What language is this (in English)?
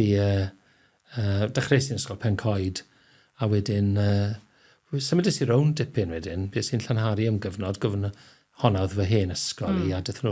Welsh